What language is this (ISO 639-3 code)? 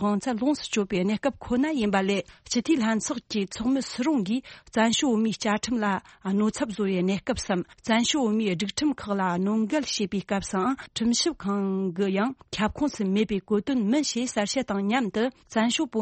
bod